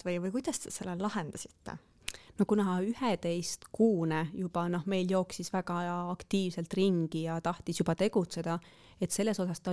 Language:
Estonian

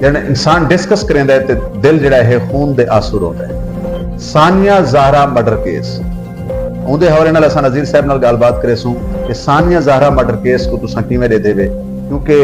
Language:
Saraiki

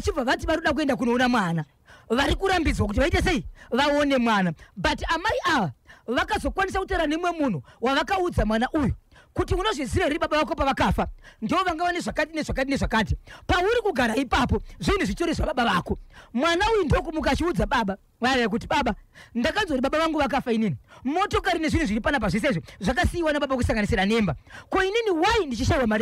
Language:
Shona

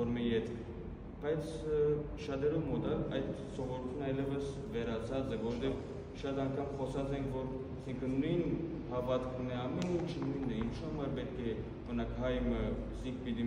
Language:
Western Armenian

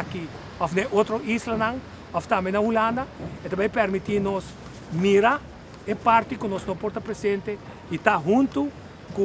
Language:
Papiamento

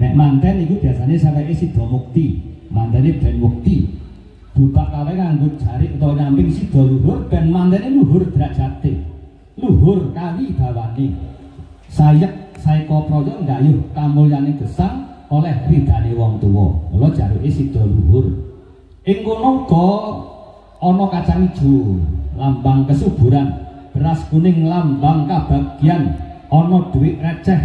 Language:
Javanese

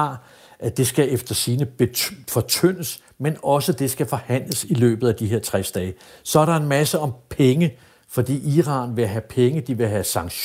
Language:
Danish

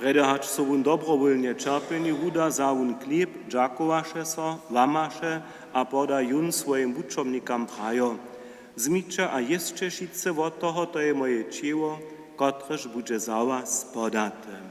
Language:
Upper Sorbian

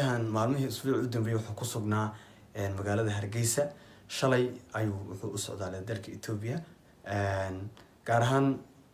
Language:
Somali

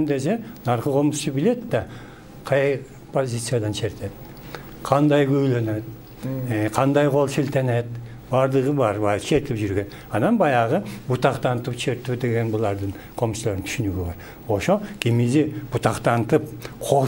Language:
Kyrgyz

